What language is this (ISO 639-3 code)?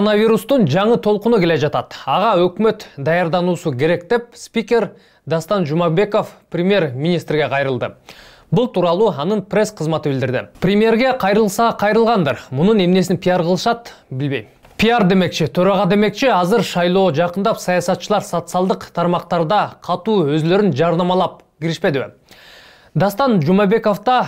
kir